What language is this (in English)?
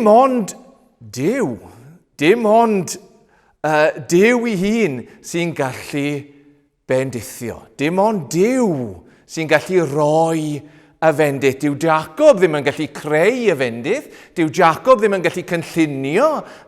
Welsh